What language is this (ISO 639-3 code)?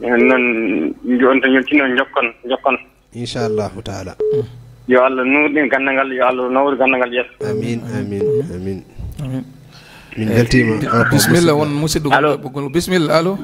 ful